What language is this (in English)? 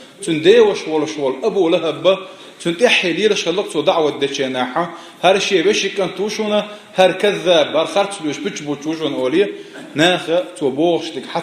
Chechen